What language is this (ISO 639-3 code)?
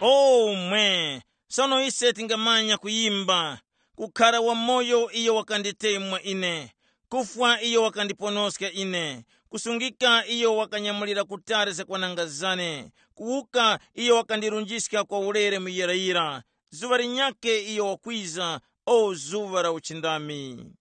tum